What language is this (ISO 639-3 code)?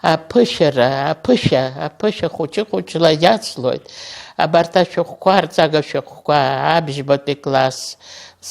abk